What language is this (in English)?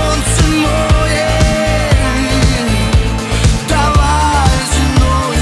Ukrainian